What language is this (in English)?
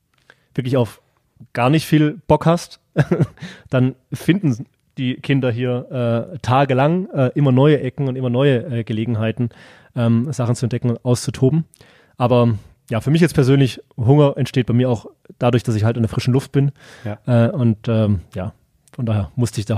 German